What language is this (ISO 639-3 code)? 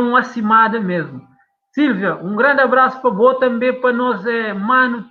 kea